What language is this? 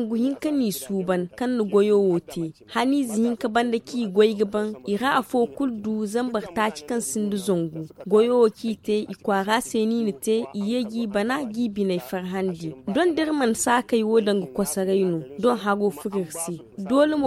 Zarma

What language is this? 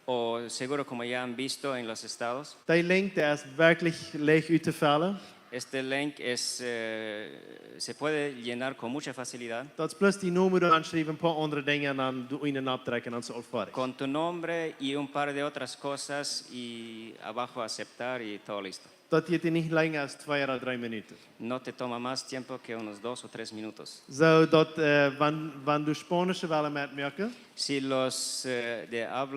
Plautdietsch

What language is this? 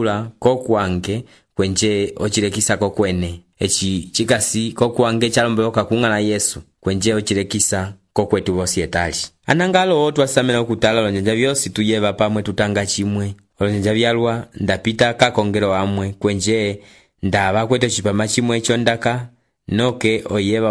Umbundu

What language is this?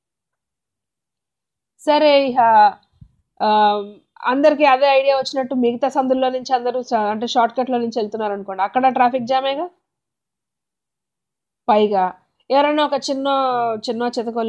Telugu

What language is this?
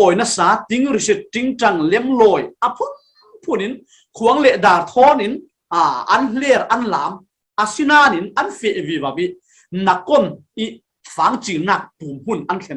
Falam Chin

